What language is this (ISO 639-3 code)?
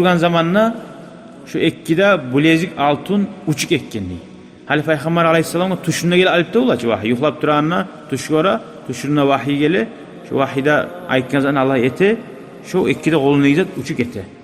kum